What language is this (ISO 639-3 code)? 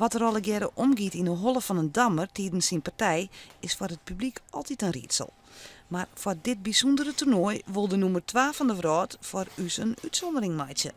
fry